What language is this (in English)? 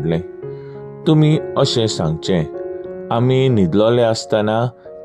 Konkani